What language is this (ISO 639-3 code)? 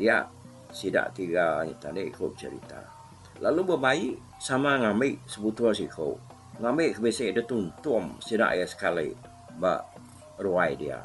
iba